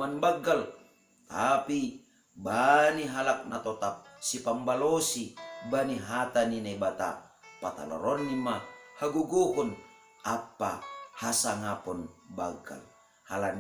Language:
Batak Simalungun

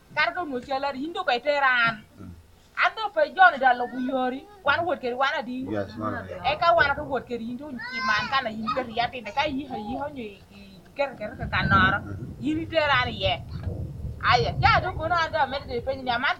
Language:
Lango (Uganda)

